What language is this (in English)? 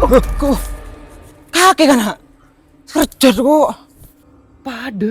Madurese